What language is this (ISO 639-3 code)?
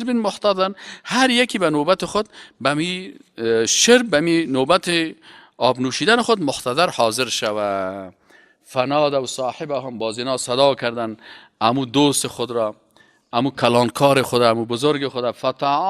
fas